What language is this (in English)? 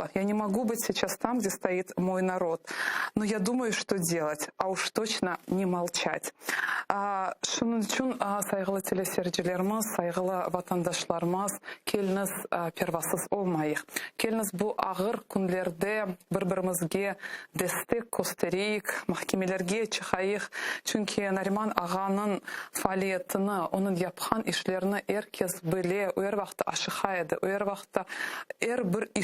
Crimean Tatar